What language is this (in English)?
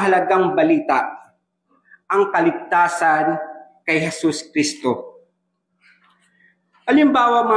Filipino